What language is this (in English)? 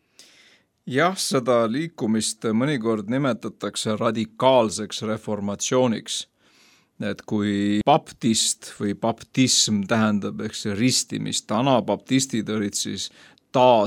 Estonian